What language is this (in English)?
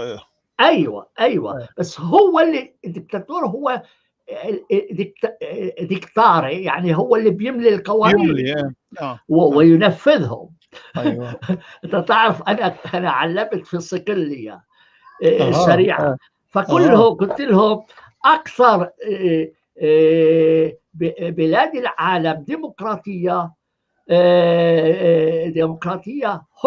North Levantine Arabic